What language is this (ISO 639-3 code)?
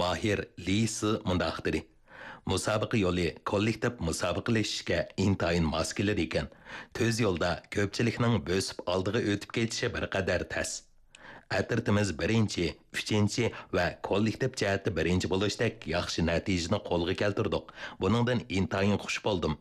uig